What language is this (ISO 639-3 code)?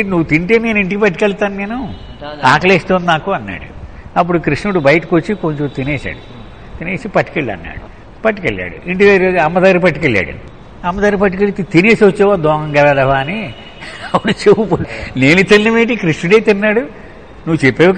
tel